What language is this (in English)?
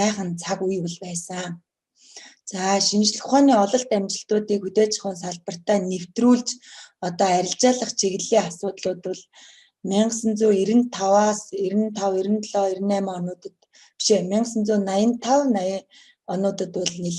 Mongolian